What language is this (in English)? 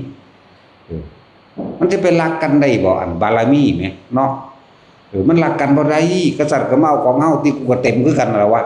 Northeastern Thai